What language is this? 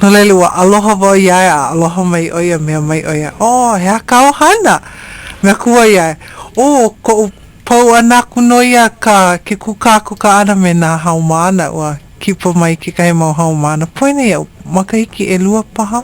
Hawaiian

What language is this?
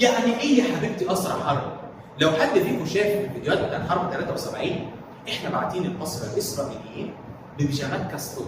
Egyptian Arabic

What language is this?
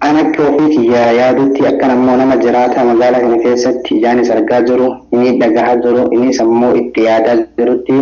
Oromo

